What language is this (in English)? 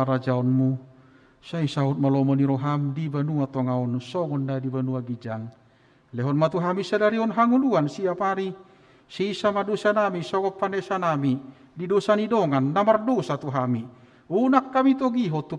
Batak Toba